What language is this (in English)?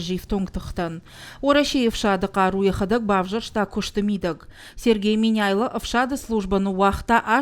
Ossetic